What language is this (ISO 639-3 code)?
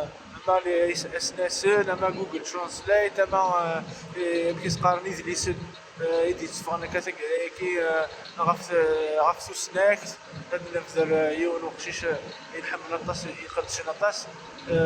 kab